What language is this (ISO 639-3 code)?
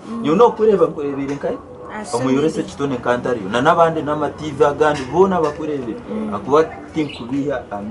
nyn